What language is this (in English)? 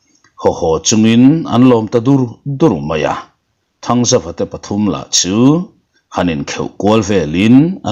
Mizo